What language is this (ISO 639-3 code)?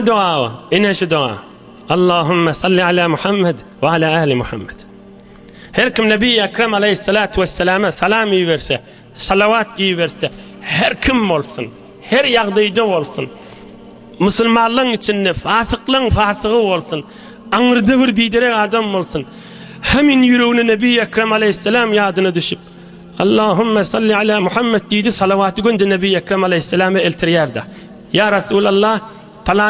tuk